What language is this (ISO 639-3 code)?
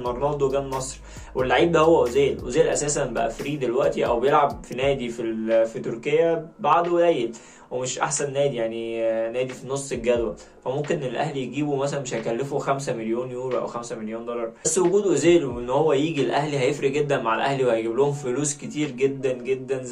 arz